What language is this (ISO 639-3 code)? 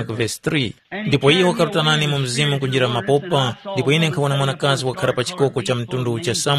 tum